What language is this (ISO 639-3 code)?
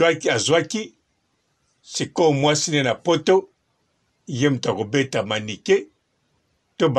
lin